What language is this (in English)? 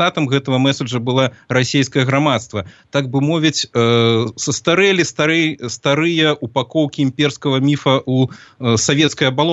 Belarusian